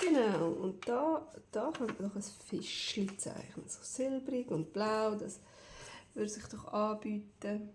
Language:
Swiss German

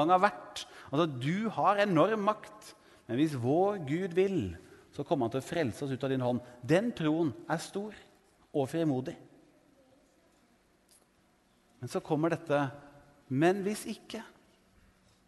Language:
Norwegian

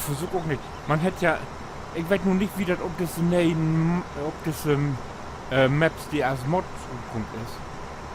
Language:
Low German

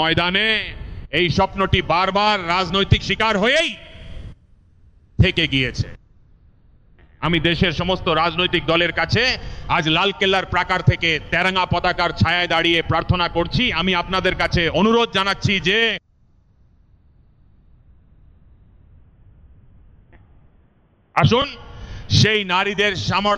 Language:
Bangla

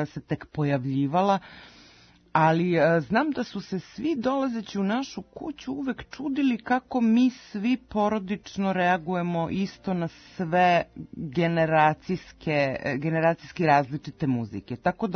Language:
Serbian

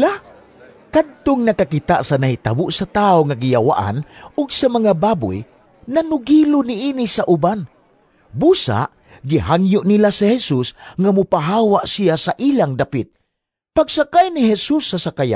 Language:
Cebuano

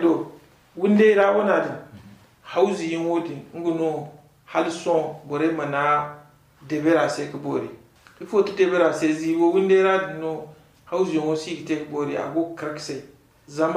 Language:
Zarma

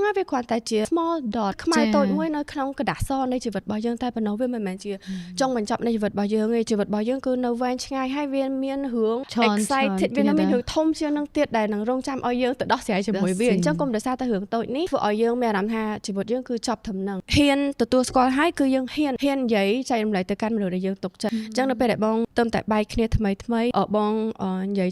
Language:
Khmer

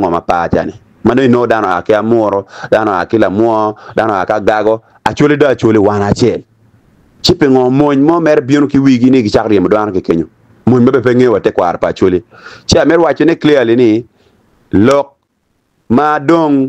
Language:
Acoli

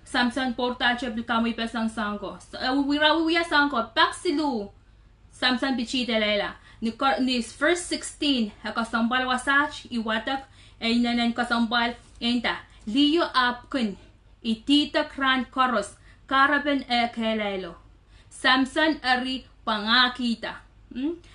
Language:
Pohnpeian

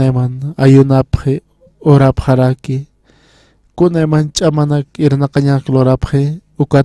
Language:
Aymara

